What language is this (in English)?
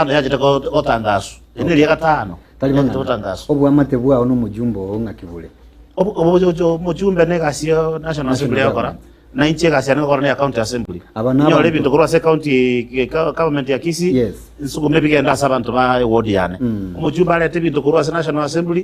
Gusii